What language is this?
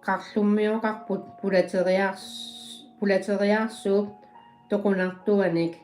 Kalaallisut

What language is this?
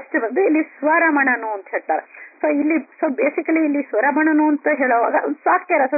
Kannada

